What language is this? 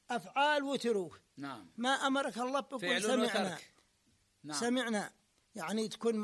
Arabic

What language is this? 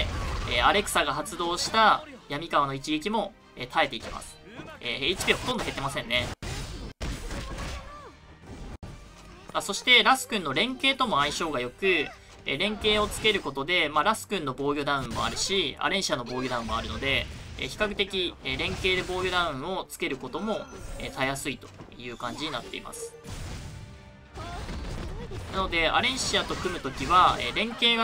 Japanese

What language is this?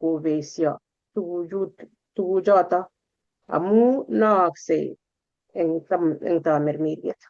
Kalenjin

